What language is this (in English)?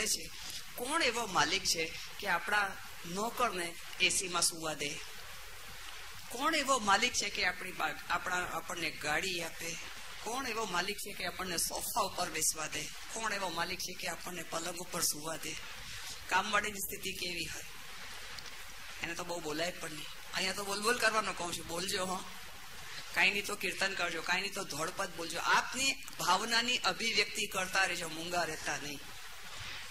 Gujarati